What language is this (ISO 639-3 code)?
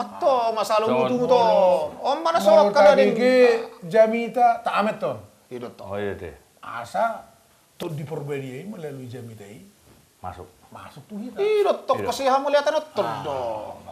bbc